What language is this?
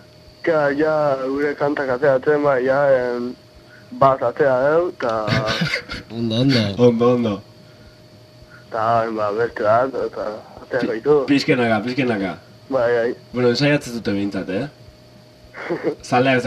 Basque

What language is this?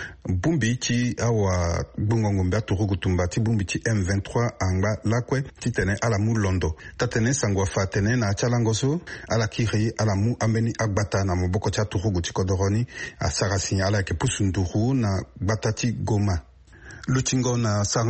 Sango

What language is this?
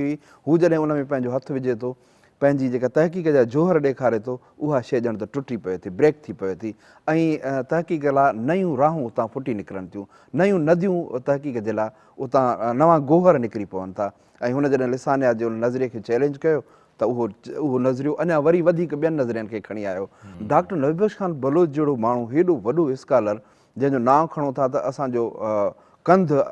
Sindhi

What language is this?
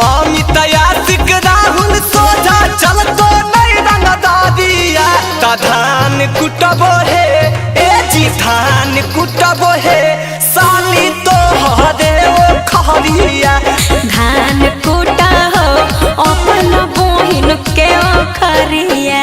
Magahi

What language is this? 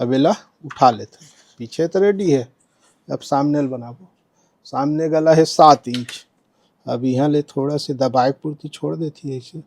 Chhattisgarhi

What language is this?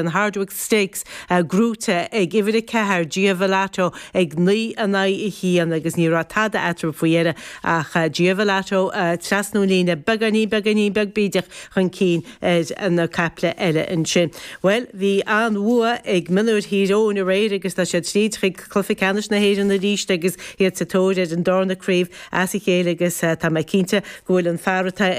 Irish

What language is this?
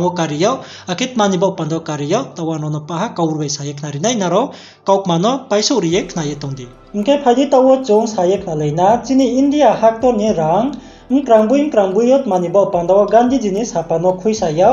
Riang (India)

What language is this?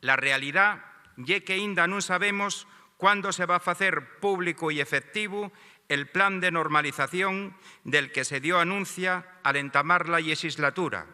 Asturian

